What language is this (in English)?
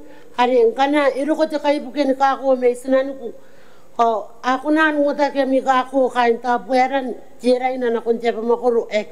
Gilbertese